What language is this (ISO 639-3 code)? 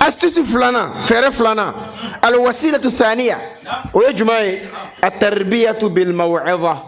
bam